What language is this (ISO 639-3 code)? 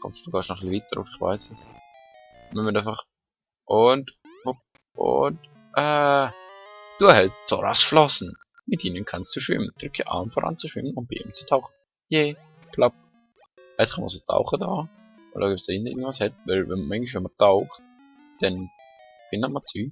gsw